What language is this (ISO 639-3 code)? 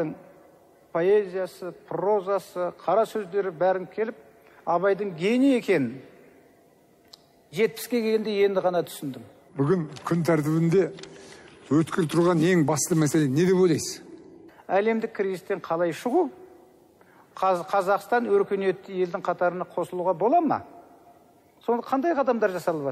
kaz